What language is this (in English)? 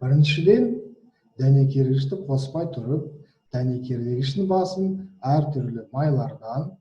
Kazakh